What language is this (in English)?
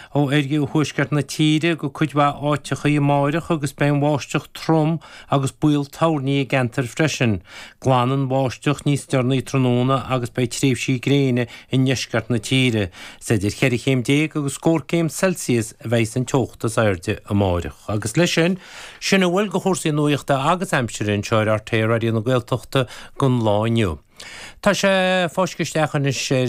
Irish